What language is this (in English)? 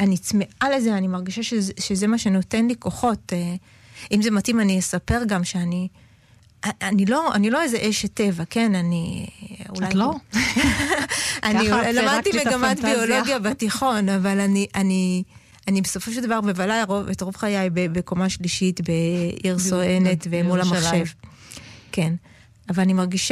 Hebrew